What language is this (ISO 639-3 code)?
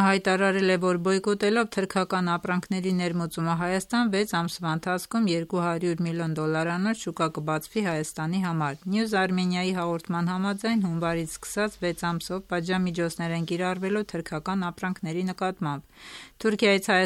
hye